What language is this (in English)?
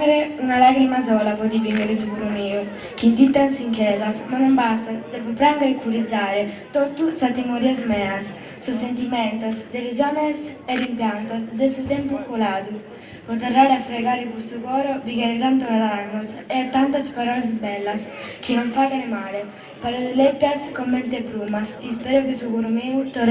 Sardinian